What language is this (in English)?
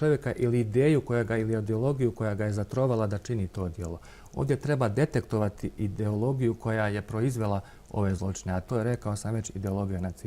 Bosnian